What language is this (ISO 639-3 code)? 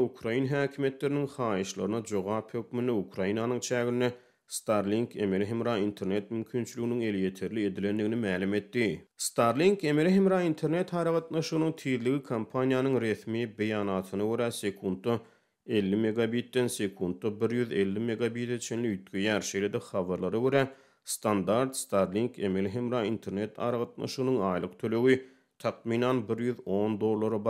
tuk